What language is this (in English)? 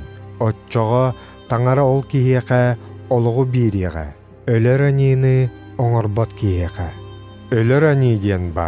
Yakut